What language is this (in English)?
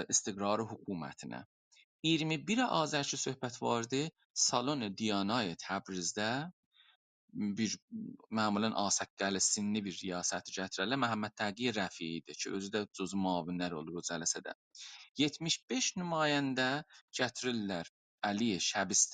South Azerbaijani